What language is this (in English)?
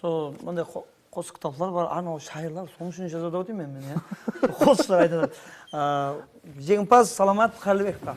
Kara-Kalpak